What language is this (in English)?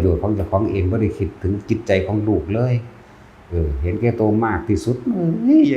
Northeastern Thai